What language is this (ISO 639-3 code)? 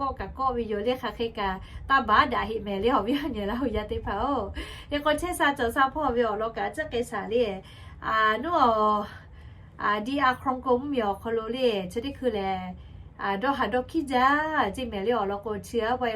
lhu